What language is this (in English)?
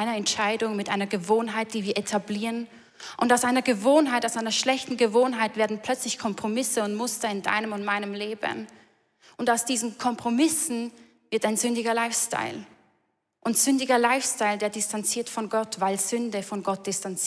Swiss German